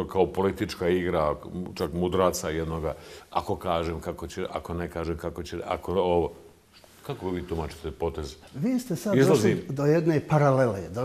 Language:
Bosnian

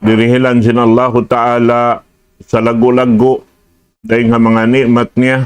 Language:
Tausug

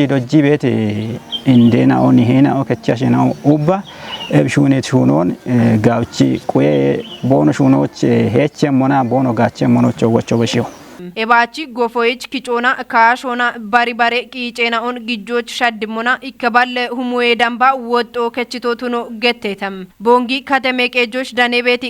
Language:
Kafa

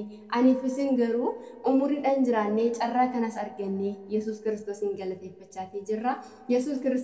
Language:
Oromo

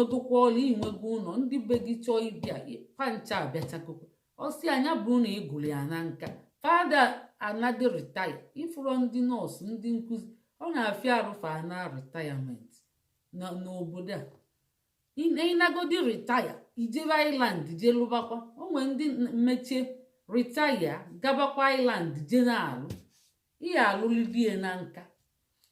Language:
Igbo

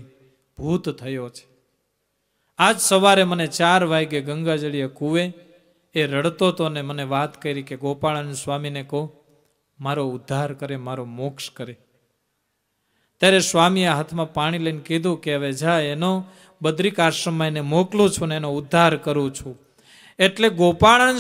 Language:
Gujarati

